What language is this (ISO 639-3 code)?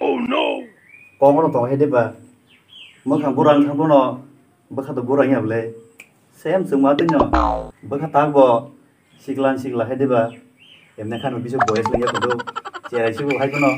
trp